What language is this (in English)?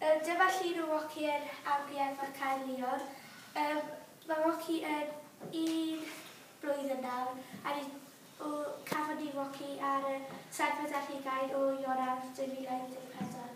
Welsh